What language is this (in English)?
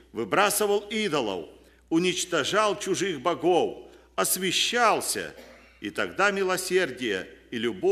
Russian